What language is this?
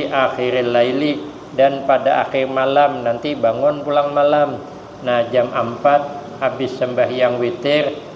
Banjar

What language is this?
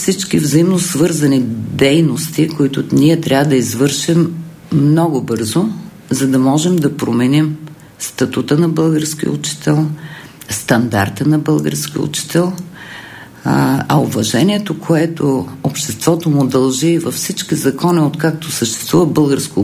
Bulgarian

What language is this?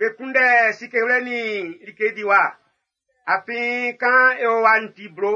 Baoulé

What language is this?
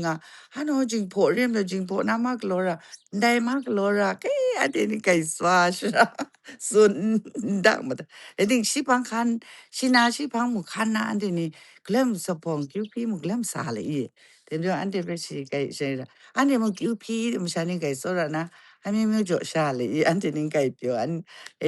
Kachin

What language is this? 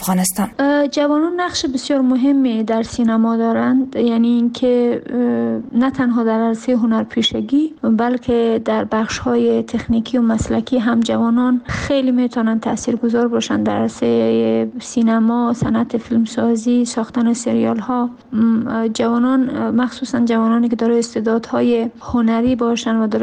Persian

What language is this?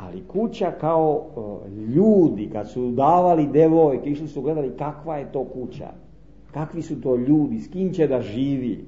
Serbian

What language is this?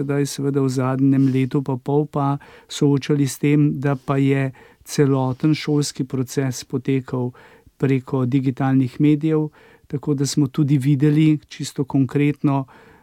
Slovenian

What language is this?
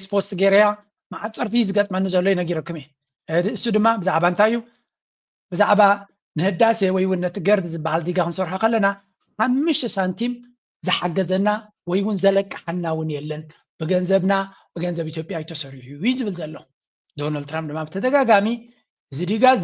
Tigrinya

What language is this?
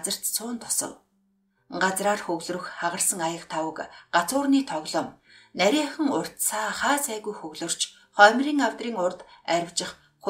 Mongolian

